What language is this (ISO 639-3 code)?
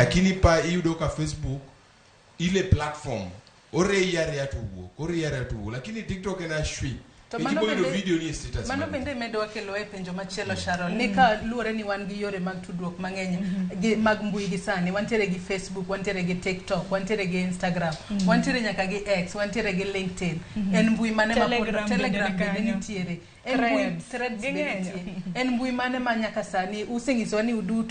luo